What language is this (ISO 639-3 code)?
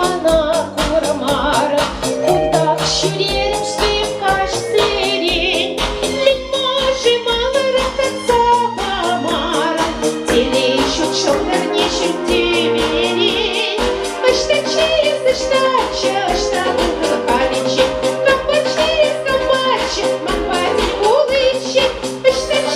chv